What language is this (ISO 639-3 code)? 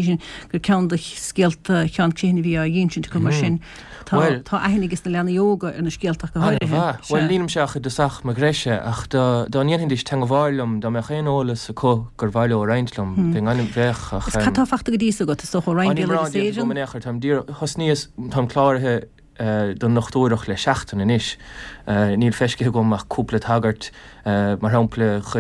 gle